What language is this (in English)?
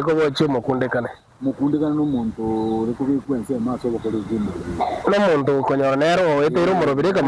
Gusii